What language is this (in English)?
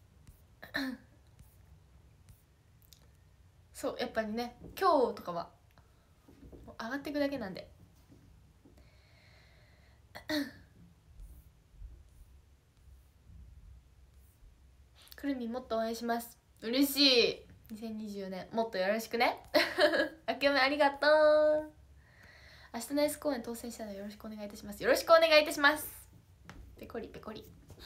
Japanese